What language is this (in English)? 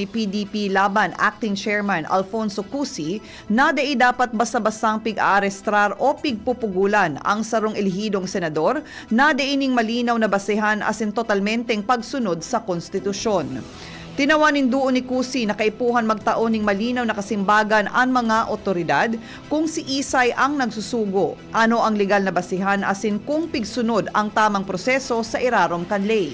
Bikol